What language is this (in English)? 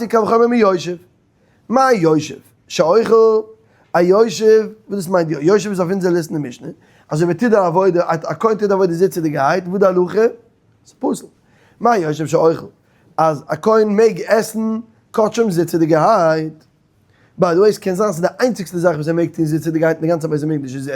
Yiddish